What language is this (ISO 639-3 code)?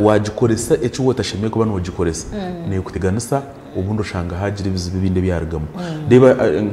nyn